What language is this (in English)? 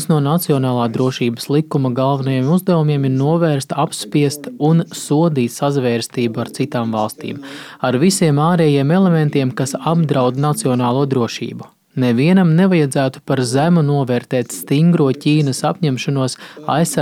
Latvian